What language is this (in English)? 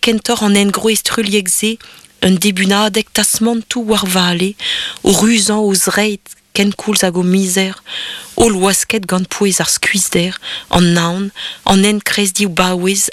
Breton